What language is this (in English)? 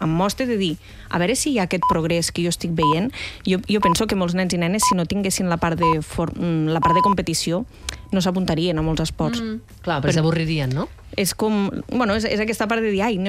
Catalan